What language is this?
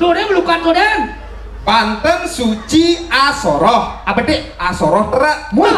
Balinese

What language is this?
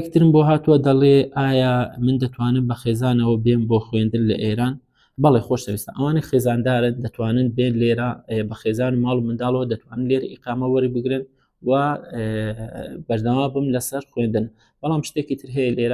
Central Kurdish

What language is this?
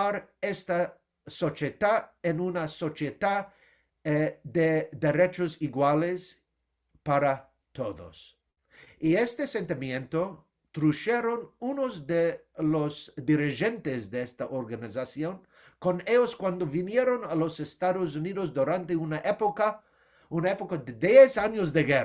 Ladino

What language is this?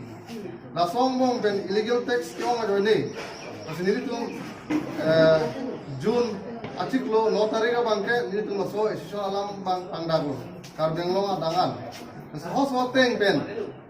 Karbi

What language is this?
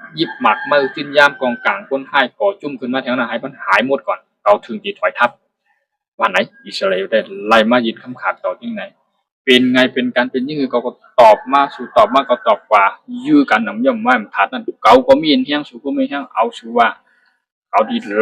Shan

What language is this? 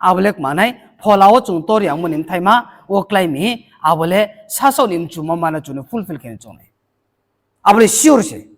Riang (India)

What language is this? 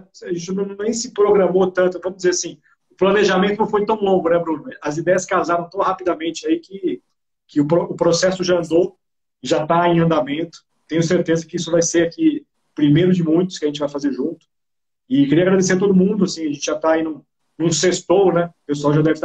Portuguese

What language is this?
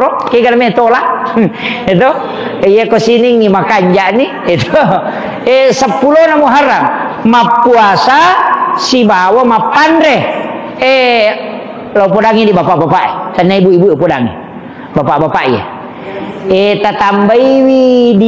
Buginese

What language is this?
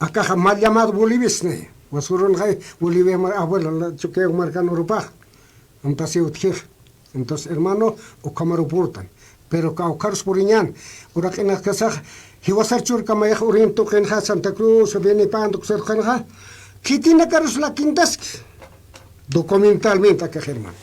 Aymara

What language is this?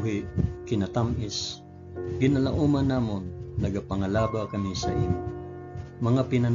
Hiligaynon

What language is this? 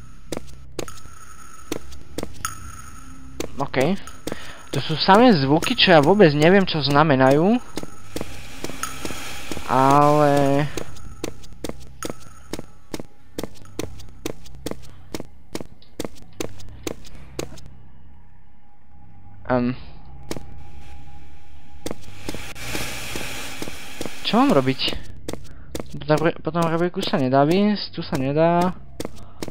Slovak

